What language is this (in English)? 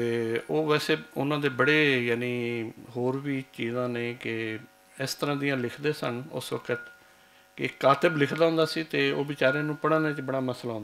Western Panjabi